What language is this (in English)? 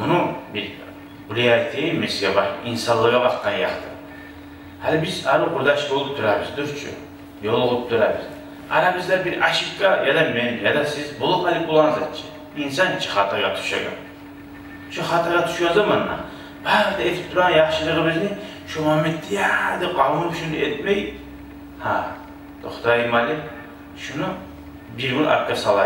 Kumyk